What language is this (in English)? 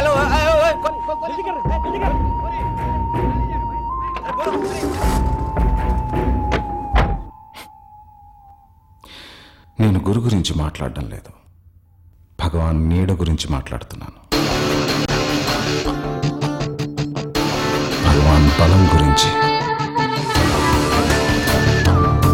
Telugu